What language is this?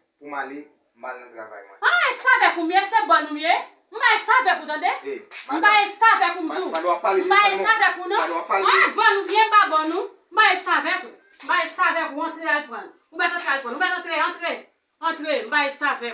Haitian Creole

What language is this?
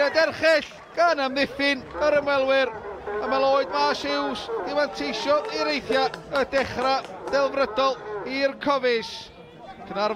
Welsh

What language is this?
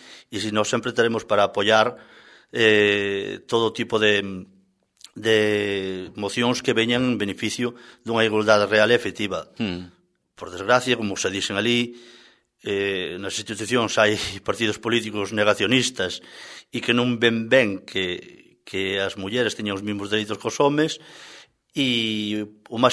Galician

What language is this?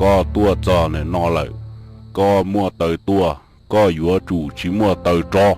Hmong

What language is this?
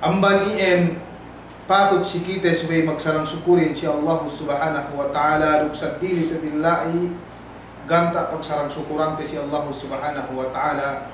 Yakan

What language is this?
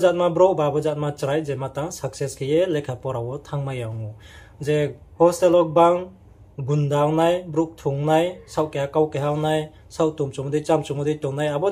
Riang (India)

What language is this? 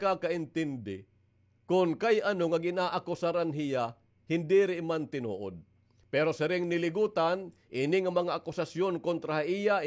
Waray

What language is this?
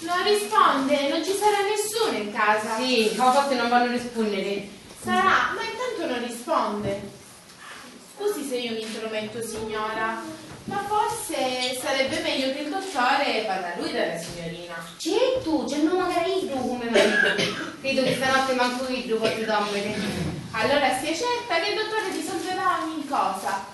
Sicilian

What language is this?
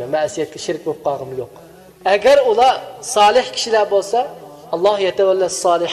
Uyghur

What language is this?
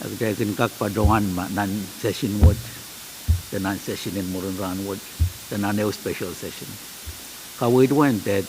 Pohnpeian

